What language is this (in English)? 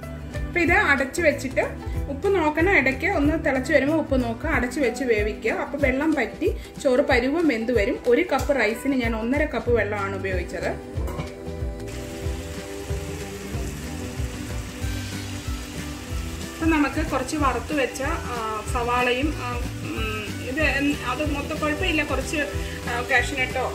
Malayalam